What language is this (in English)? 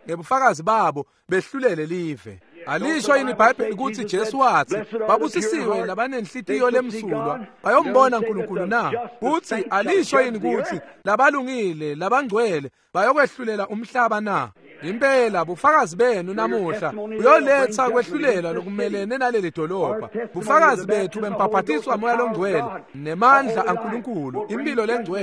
Swati